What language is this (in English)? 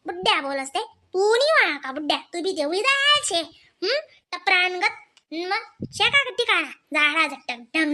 Khandesi